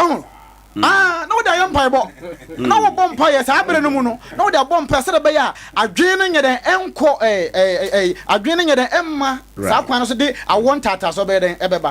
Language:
Akan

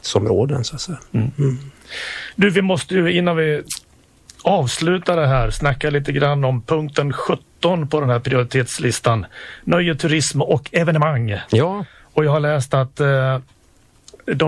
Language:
Swedish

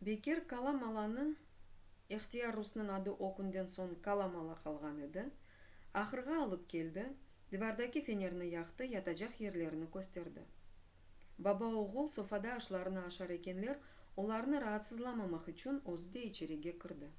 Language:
Crimean Tatar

